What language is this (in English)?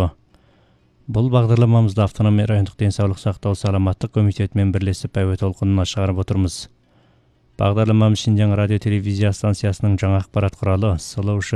Kazakh